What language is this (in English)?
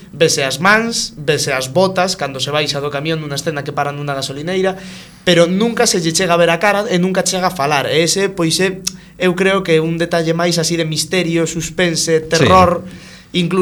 Galician